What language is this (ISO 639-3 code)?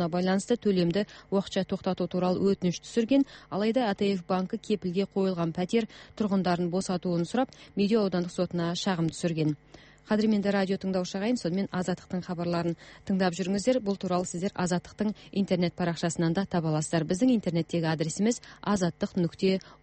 kaz